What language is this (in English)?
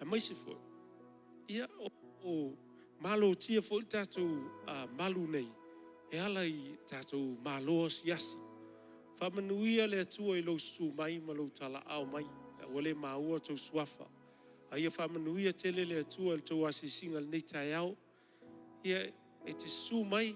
Samoan